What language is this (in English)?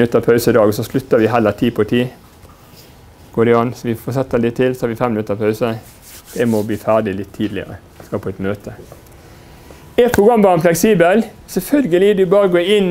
Norwegian